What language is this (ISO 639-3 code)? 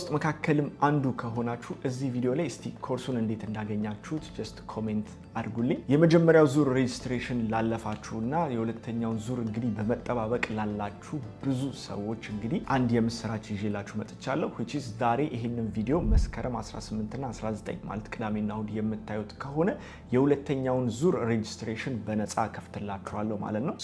amh